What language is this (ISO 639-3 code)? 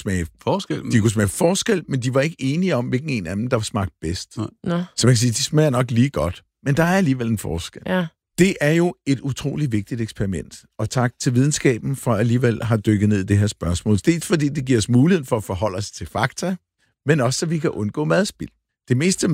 dan